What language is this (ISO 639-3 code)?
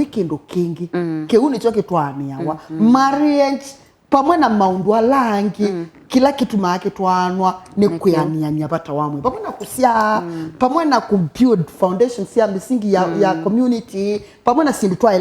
kam